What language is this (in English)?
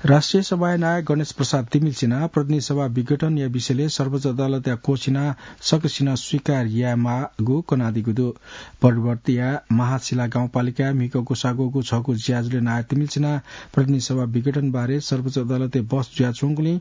Newari